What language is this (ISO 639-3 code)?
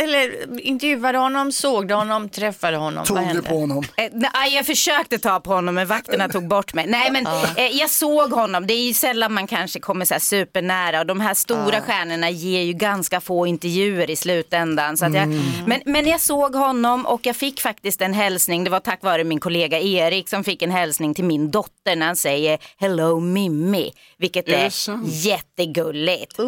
swe